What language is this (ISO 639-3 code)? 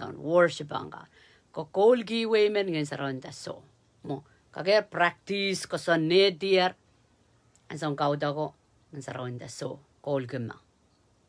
pon